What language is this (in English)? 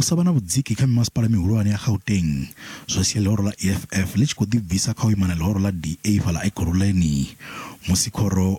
Venda